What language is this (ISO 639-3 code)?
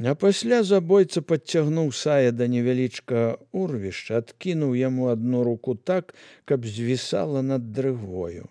bel